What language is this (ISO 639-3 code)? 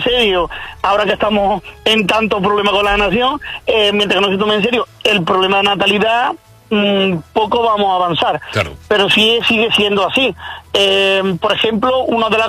spa